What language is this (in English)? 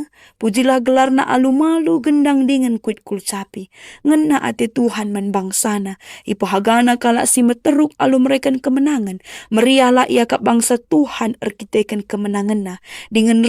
Batak Karo